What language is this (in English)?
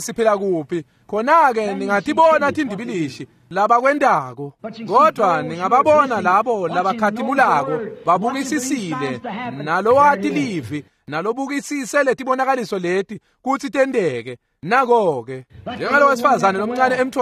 Swati